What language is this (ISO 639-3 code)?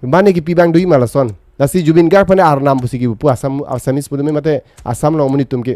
mjw